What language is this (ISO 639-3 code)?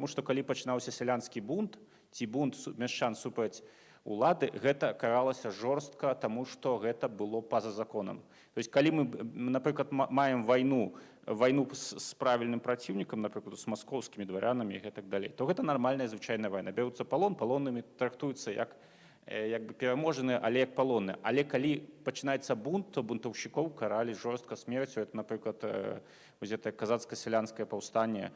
bel